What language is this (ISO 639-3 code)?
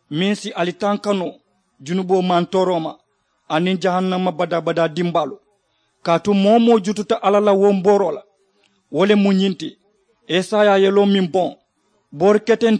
man